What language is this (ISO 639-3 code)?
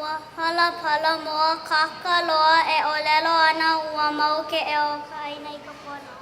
haw